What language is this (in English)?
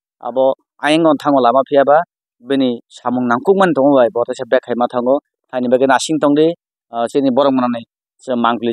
Kok Borok